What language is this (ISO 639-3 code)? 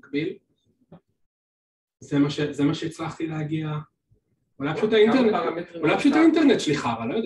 heb